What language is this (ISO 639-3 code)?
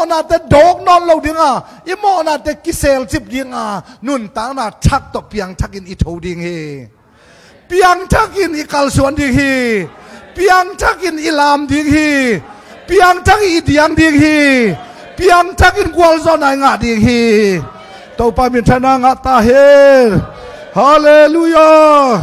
ctd